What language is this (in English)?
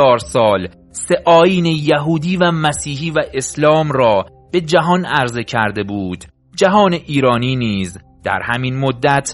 Persian